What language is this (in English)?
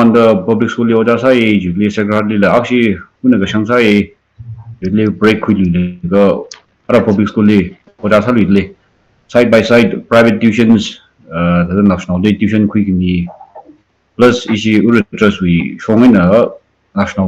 Tangkhul Naga (India)